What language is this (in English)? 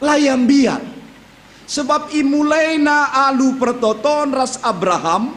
Batak Karo